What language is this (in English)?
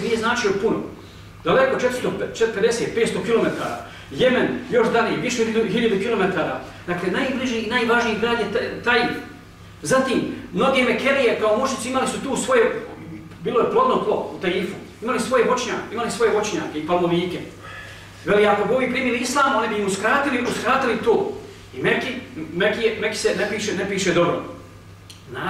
Bosnian